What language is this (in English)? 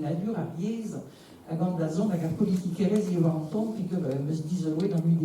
Breton